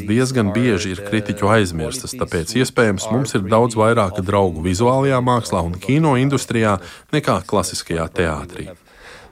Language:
Latvian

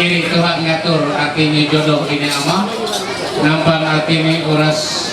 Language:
Ma'anyan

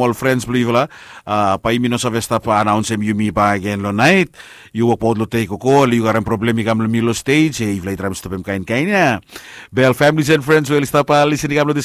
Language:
Bislama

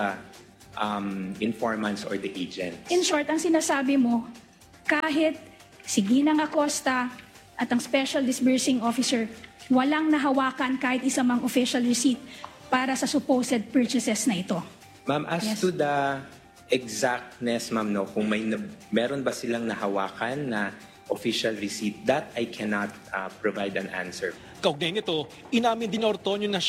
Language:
Filipino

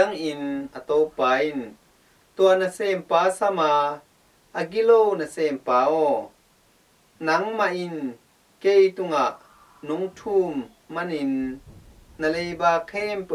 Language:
Tedim Chin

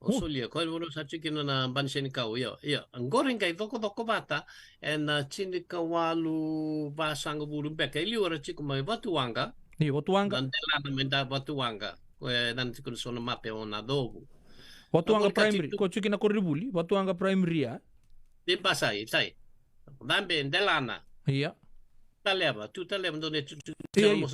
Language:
Fijian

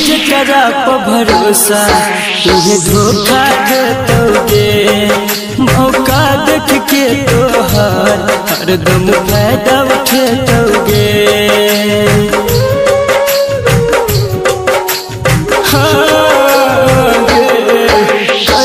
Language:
Bhojpuri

